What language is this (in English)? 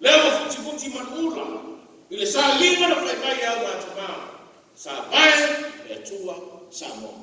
Samoan